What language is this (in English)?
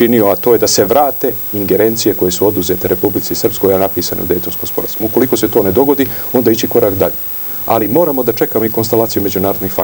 Serbian